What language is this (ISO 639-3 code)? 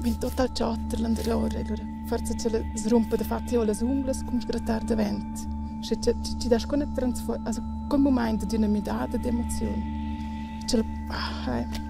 roh